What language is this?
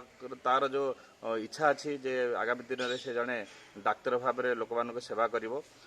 Odia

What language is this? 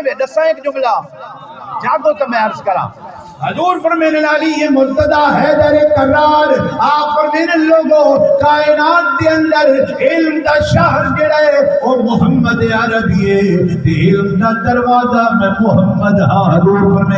Saraiki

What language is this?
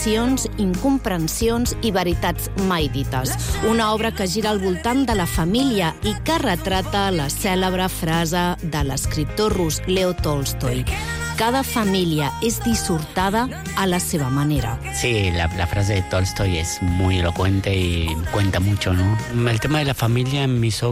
Catalan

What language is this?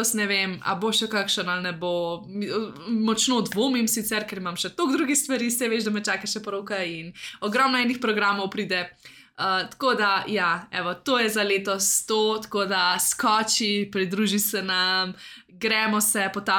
Slovenian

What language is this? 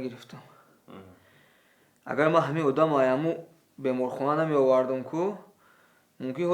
Tajik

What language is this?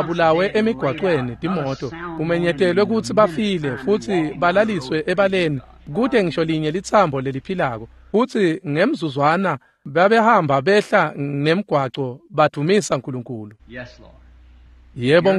Swati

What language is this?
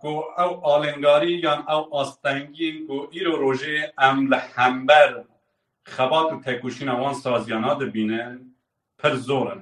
Kurdish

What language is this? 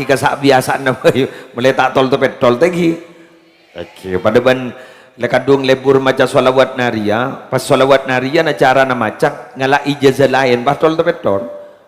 Madurese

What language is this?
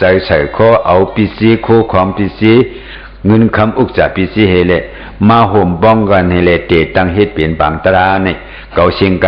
Shan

